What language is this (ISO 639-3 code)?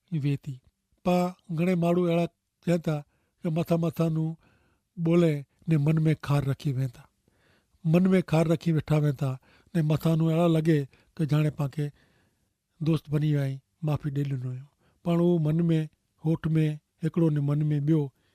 kfr